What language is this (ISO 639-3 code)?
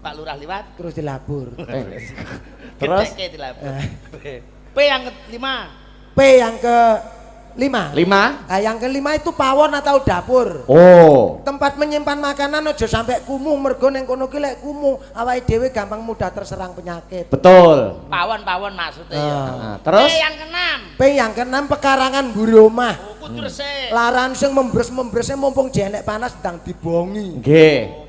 jav